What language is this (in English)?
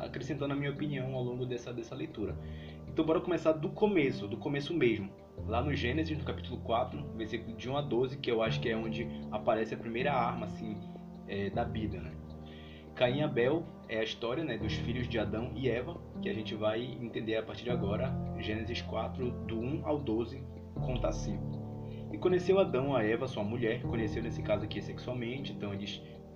Portuguese